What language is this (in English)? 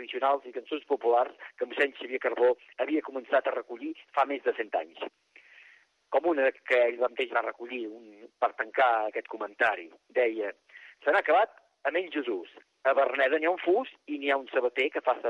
Catalan